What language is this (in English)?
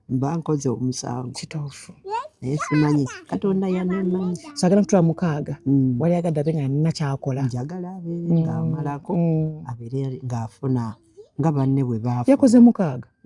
Ganda